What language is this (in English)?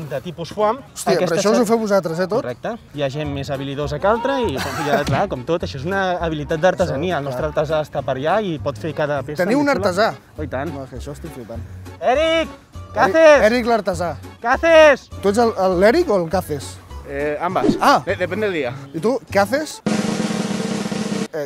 Catalan